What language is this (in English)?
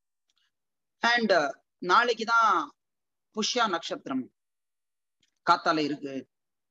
Tamil